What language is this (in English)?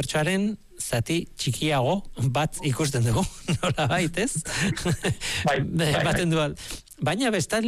Basque